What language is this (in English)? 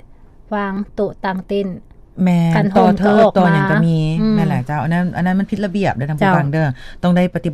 Lao